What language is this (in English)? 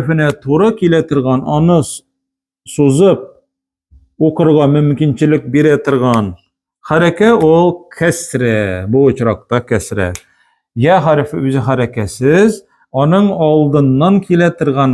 Tatar